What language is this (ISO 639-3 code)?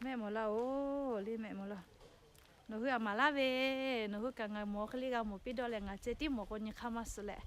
lhu